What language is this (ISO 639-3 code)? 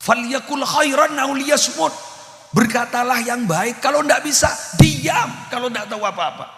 mad